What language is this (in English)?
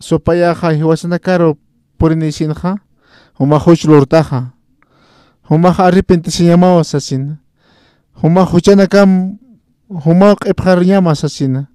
Aymara